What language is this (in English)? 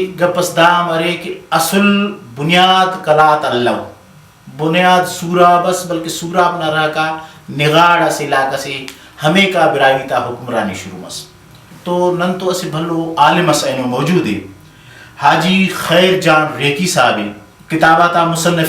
Brahui